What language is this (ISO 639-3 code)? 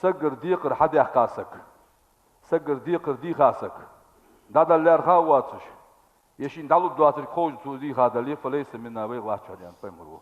inh